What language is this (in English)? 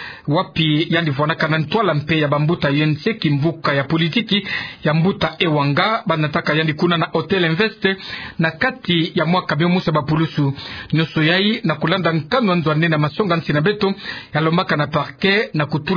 Kituba (Democratic Republic of Congo)